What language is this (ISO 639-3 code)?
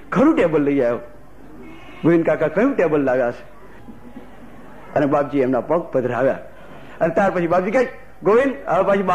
guj